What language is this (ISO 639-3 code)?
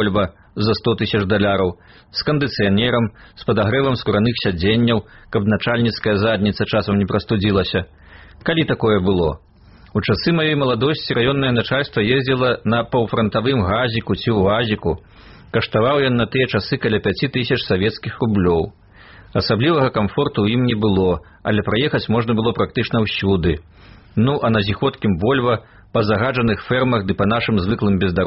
bel